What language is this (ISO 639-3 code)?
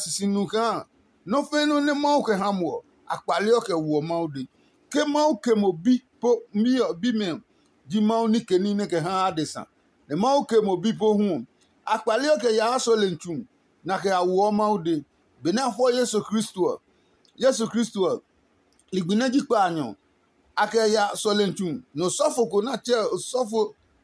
ada